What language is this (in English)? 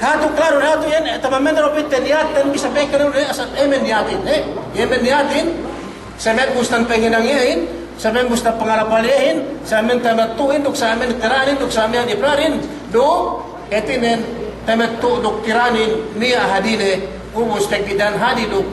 Yakan